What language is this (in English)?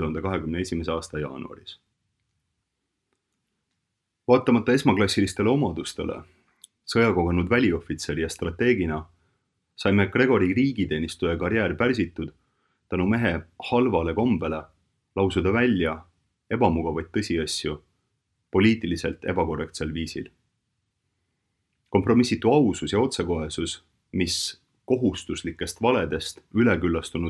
Estonian